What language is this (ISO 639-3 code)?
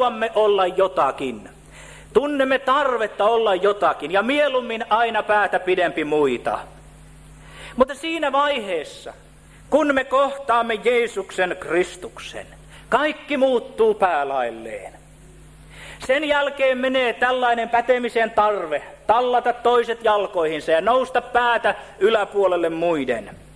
fin